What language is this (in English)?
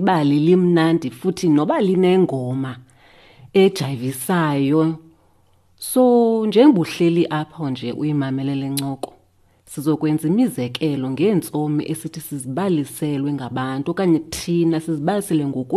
Xhosa